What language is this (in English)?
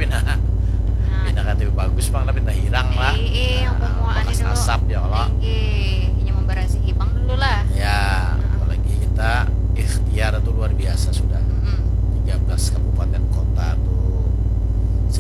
Banjar